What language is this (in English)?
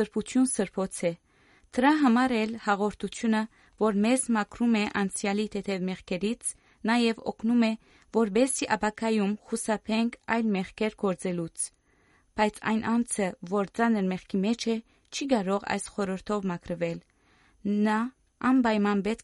Armenian